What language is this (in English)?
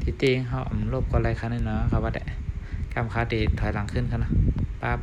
Shan